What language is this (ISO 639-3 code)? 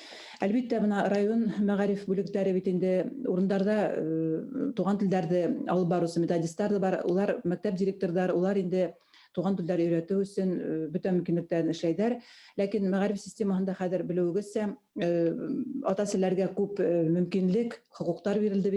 bak